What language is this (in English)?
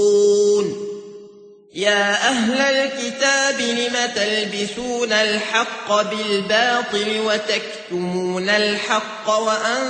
Arabic